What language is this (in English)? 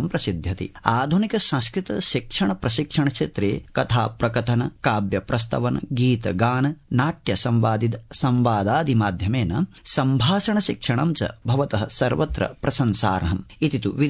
Sanskrit